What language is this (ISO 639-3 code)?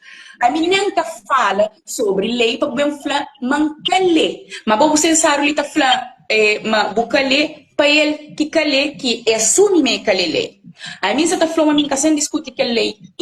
kea